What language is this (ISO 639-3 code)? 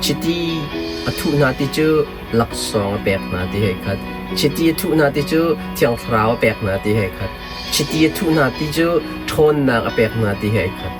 cnh